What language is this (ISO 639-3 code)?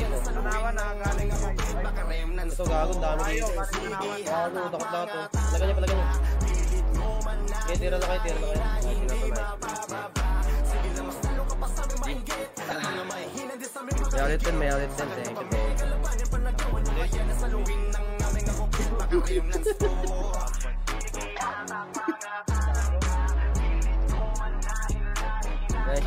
fil